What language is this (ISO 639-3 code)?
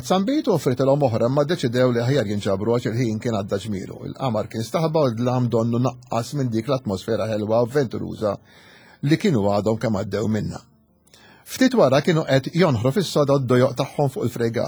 mlt